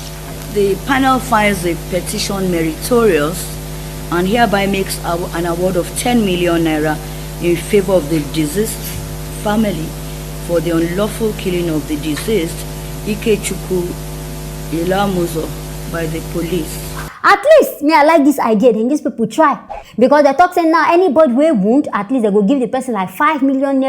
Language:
Nigerian Pidgin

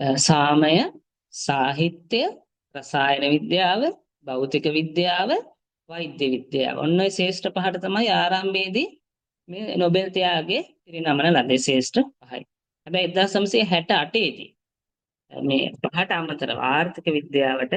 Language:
Sinhala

